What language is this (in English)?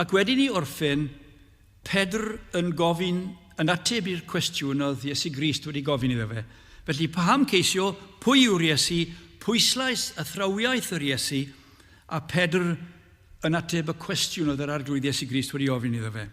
Welsh